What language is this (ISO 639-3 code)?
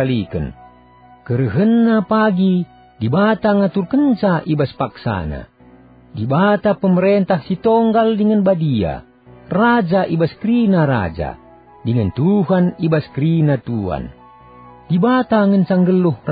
btx